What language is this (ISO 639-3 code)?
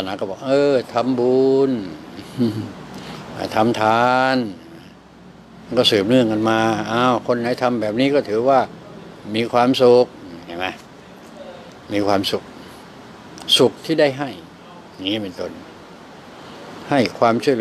tha